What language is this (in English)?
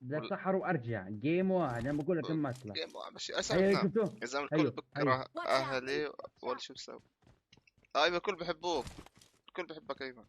North Levantine Arabic